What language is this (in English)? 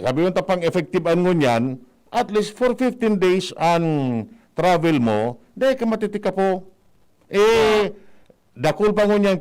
Bikol